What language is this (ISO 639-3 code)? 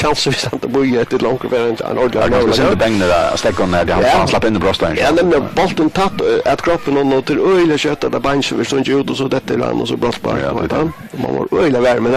fao